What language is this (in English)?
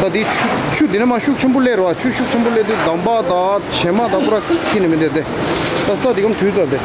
Tibetan